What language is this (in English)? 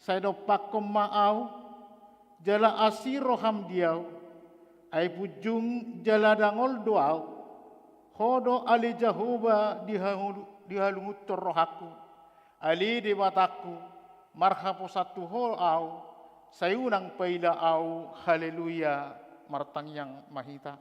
Batak Toba